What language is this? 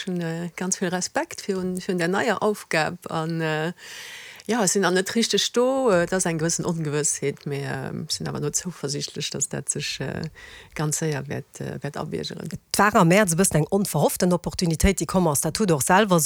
Luxembourgish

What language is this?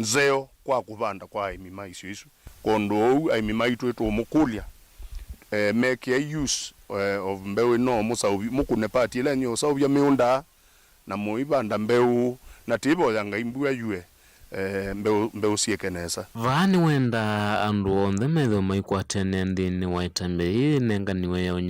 Kamba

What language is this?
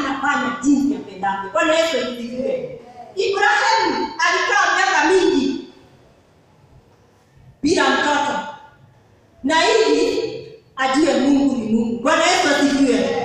Swahili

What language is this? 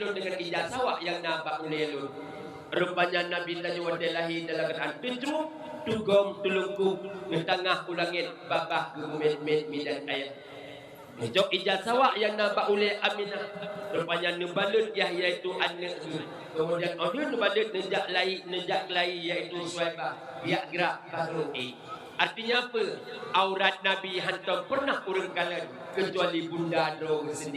Achinese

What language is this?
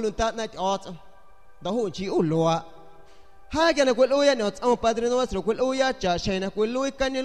San Pedro Amuzgos Amuzgo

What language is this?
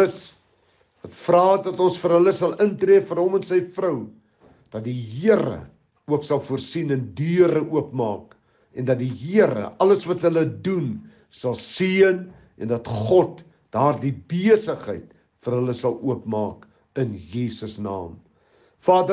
Afrikaans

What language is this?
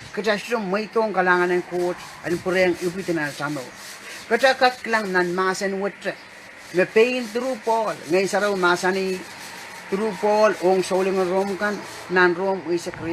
Pohnpeian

